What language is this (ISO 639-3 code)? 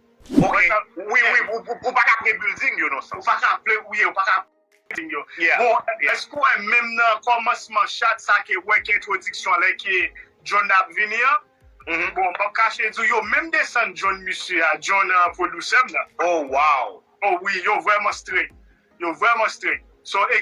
hat